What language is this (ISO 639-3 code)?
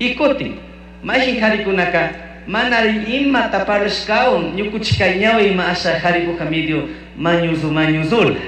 qug